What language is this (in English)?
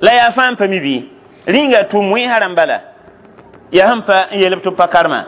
Mossi